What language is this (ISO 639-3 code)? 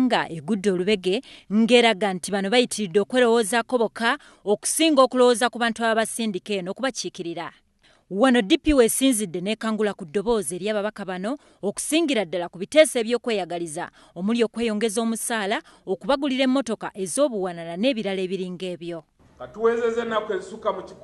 lug